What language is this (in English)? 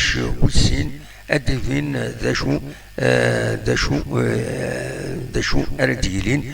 Kabyle